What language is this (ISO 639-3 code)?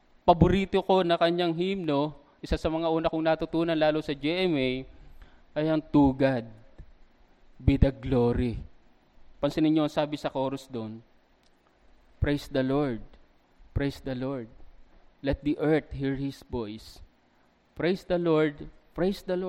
fil